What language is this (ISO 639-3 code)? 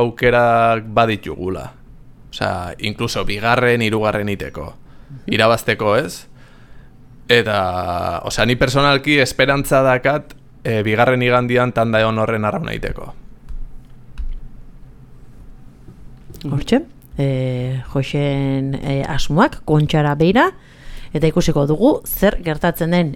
eus